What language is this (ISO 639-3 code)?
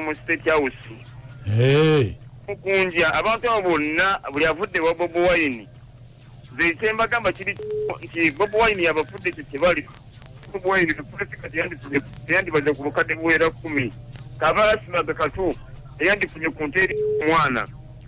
lug